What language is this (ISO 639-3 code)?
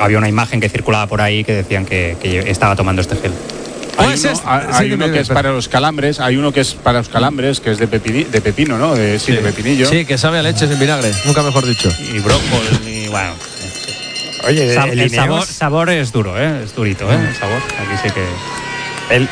spa